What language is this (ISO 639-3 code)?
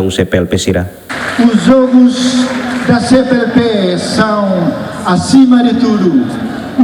tet